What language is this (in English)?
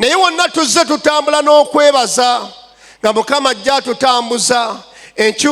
Ganda